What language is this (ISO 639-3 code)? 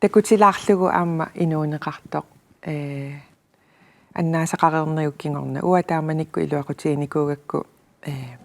kal